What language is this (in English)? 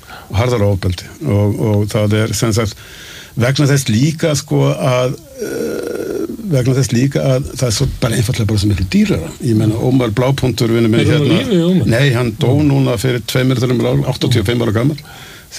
Icelandic